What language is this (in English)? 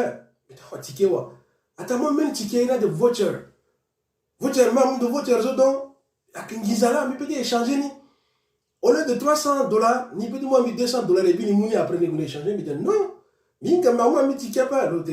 Sango